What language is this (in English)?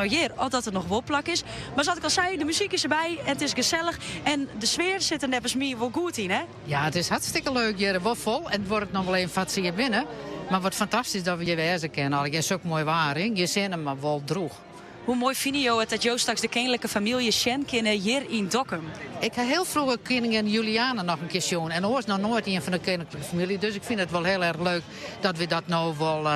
Western Frisian